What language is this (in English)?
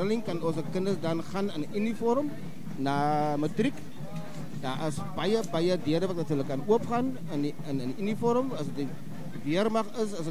Afrikaans